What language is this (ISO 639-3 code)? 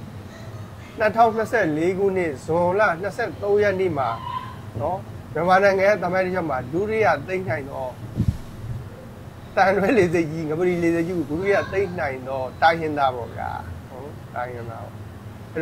mya